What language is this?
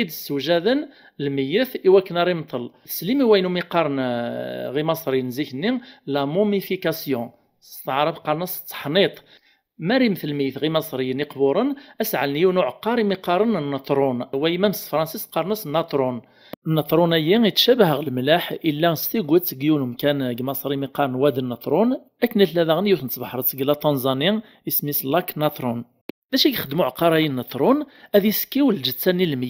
Kabyle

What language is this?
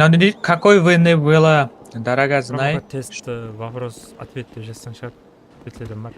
Kara-Kalpak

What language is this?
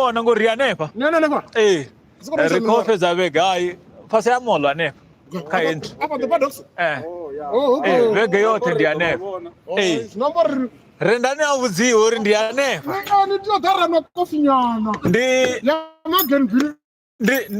Venda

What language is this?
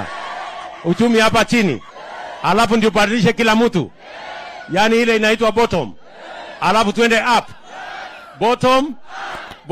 Swahili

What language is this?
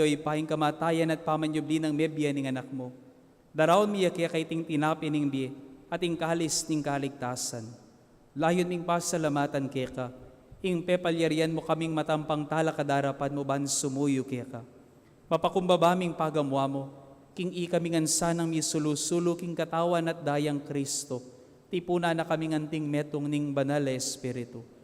Pampanga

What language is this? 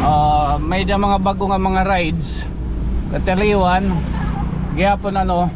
Waray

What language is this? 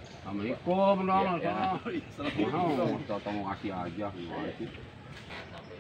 Betawi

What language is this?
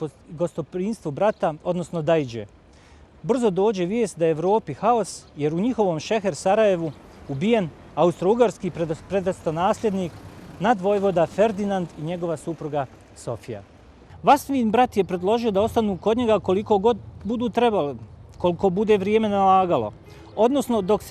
Bosnian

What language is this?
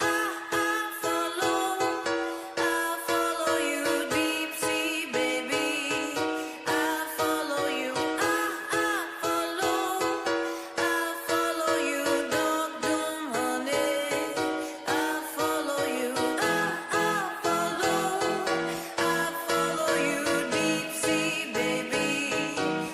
Kalaallisut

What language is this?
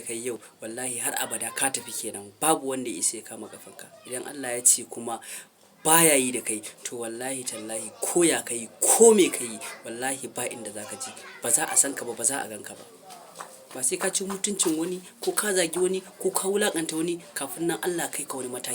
Hausa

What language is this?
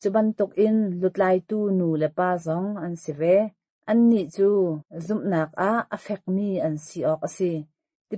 Hakha Chin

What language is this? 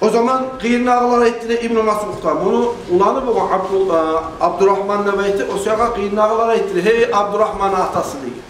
Kumyk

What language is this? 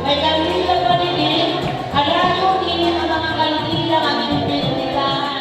Waray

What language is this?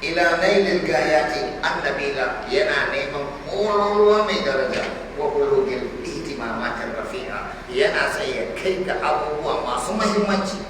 Hausa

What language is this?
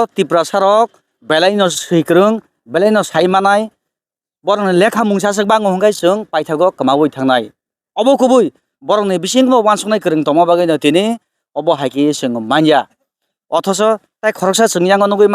Kok Borok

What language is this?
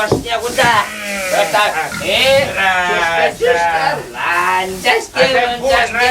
Chuvash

